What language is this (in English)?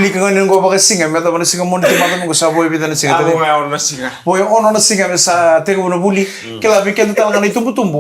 Fijian